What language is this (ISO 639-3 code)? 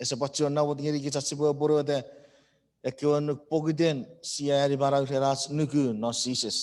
chk